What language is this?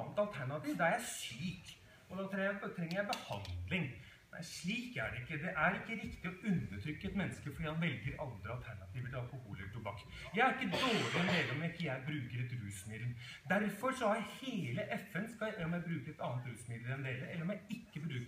Norwegian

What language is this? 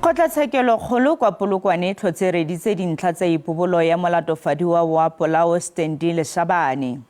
Tswana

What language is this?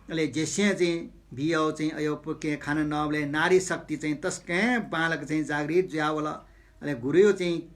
Newari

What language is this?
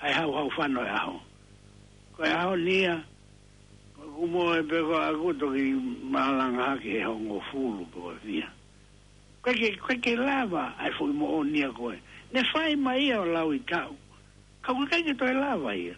Tongan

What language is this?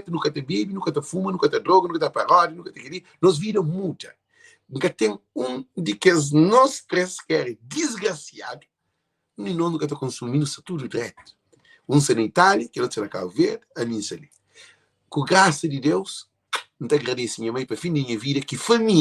Kabuverdianu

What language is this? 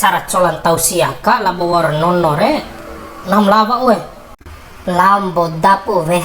Bima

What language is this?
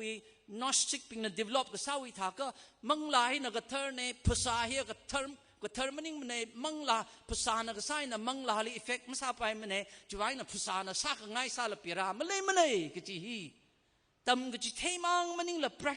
Tangkhul Naga (India)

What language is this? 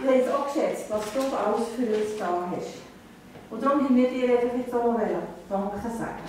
Swiss German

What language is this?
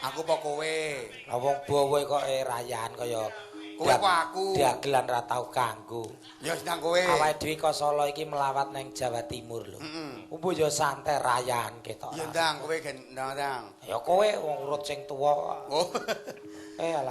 Javanese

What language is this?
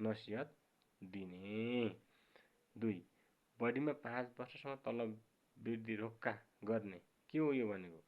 Nepali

